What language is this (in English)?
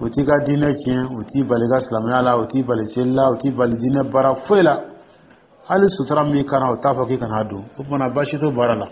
Dyula